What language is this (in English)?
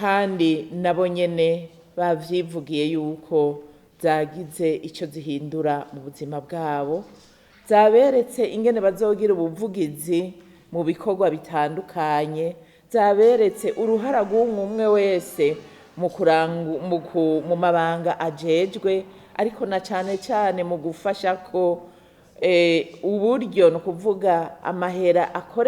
Rundi